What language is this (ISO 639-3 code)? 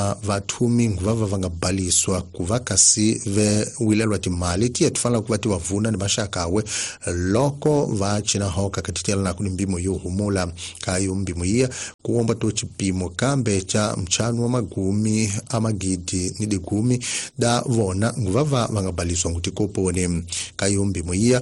tso